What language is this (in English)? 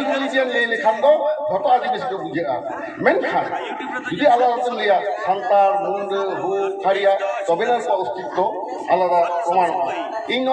Santali